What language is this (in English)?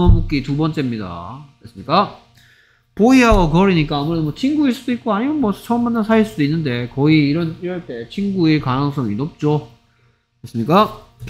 Korean